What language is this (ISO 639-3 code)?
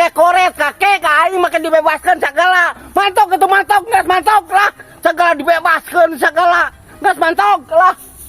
sun